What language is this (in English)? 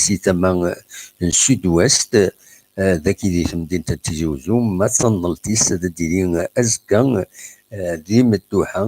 Kabyle